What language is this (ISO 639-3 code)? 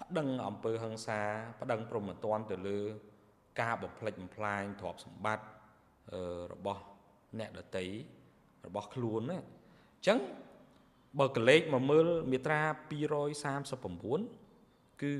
khm